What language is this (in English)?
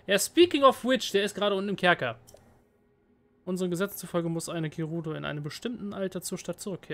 German